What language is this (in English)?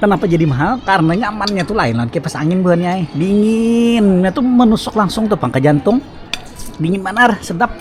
Banjar